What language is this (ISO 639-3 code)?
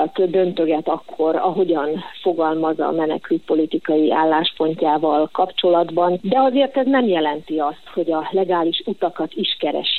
hun